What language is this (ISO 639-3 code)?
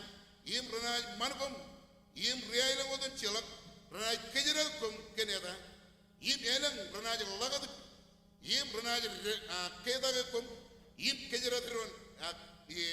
mah